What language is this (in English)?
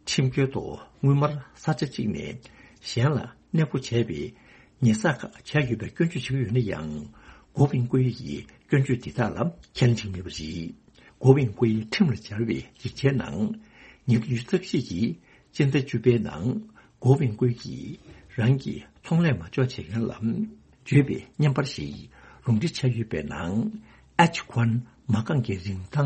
Tibetan